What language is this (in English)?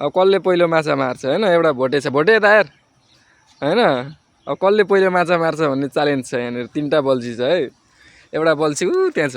Nepali